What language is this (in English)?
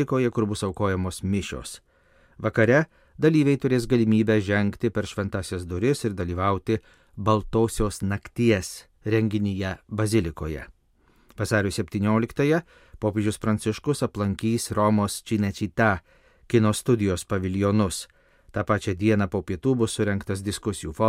Lithuanian